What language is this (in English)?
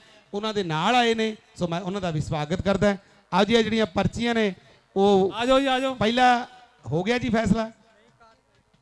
Punjabi